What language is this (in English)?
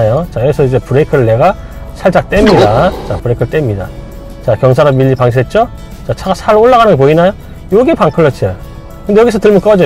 Korean